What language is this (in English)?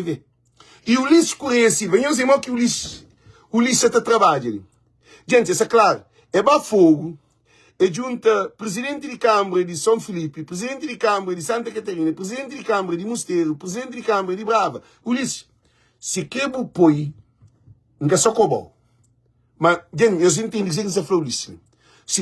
Kabuverdianu